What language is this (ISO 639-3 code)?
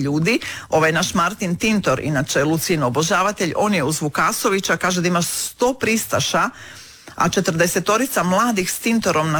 hrv